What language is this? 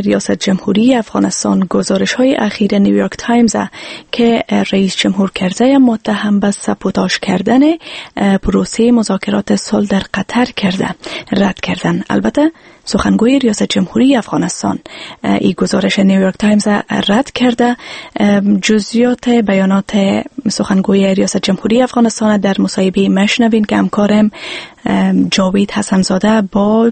Persian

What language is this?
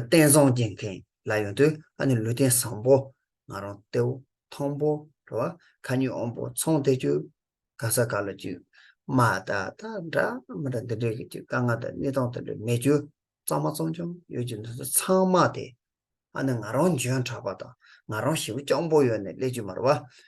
Tibetan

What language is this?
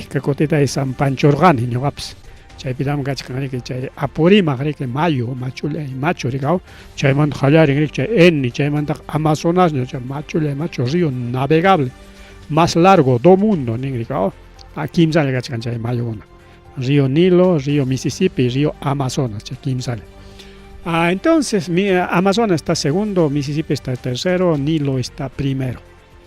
Ayacucho Quechua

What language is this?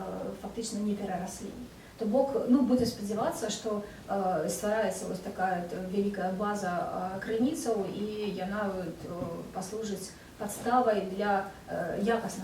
Belarusian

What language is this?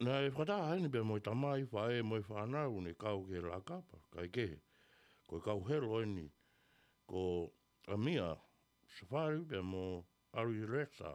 Tongan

